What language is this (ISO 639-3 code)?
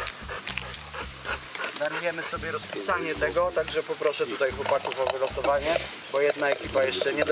pol